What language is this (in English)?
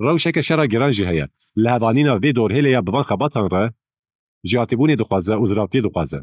Kurdish